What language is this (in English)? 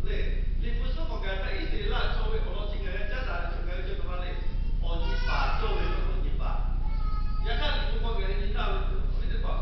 Lahu